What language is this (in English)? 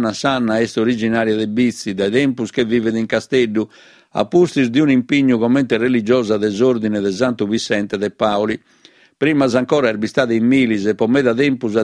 Sardinian